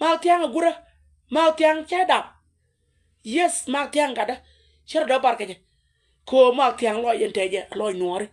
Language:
Nuer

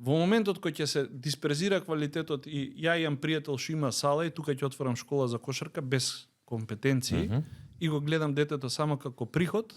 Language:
Macedonian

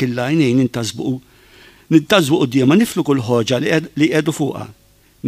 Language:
Maltese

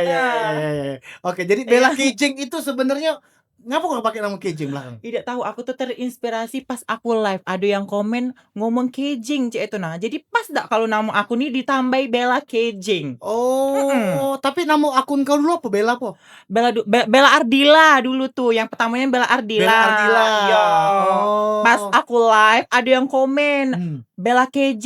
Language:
Musi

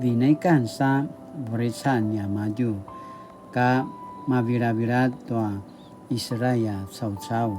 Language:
Paiwan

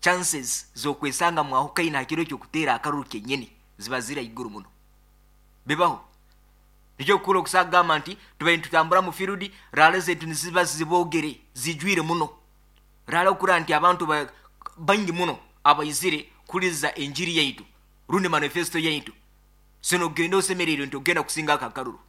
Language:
Nyankole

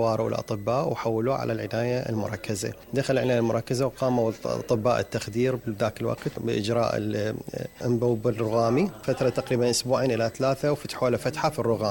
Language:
Mesopotamian Arabic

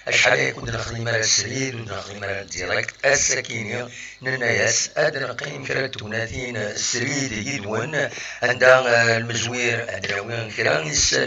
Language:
Kabyle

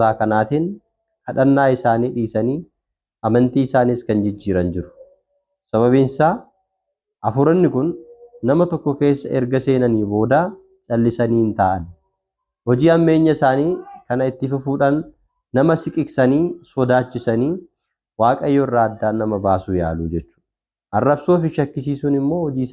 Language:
Oromo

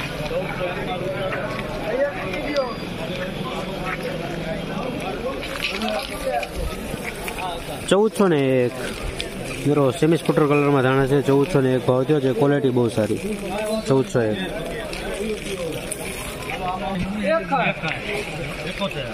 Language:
Gujarati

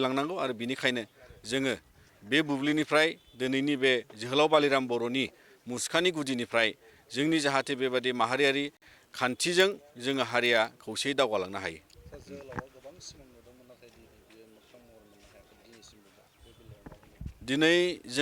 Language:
Bodo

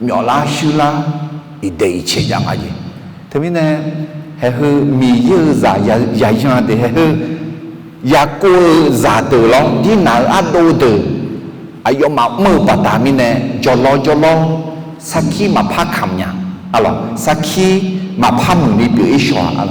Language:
Akha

